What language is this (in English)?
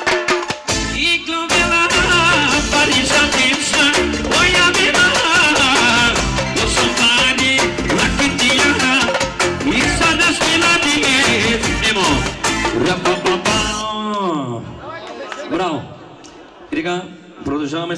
Bulgarian